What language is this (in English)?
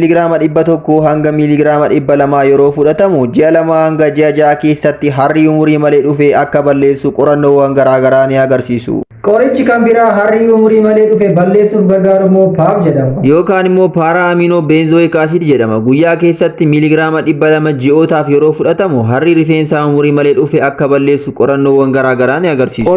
Oromo